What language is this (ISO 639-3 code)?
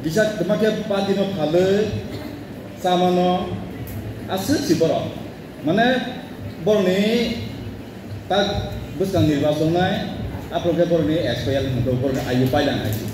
trp